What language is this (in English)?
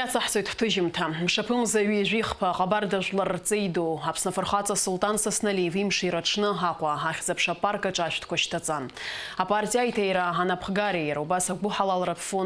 Abkhazian